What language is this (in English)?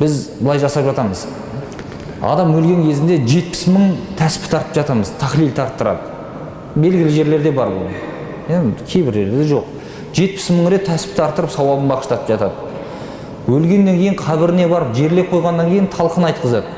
Kazakh